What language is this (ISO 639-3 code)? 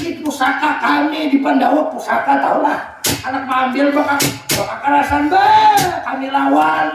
bjn